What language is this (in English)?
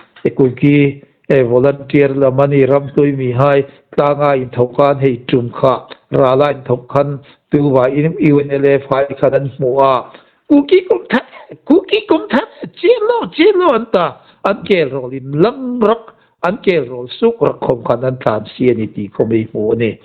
Hmar